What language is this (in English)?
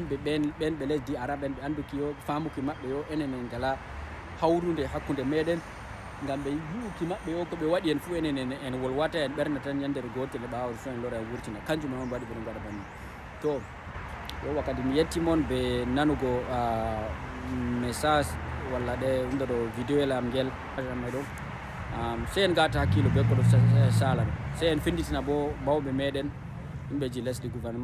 Fula